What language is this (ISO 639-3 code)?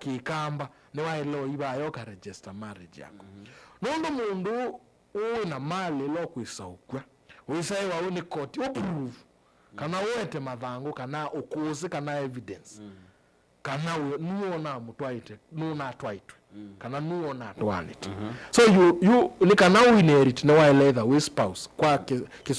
kam